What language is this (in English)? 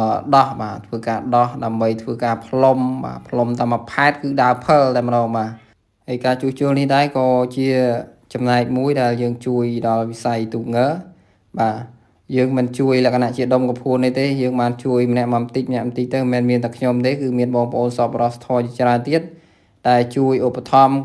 Khmer